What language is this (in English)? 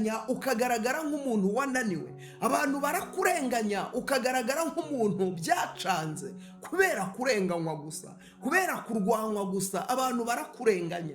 Kinyarwanda